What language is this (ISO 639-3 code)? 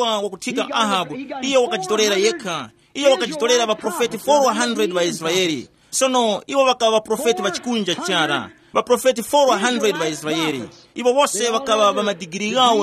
tum